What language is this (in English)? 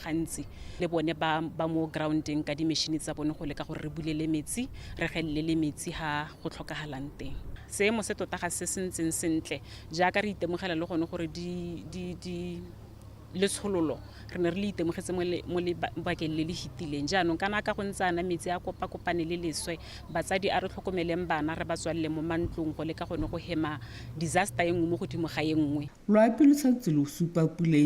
Tswana